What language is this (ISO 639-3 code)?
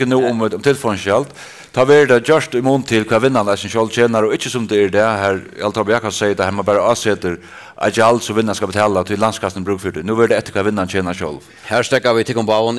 fao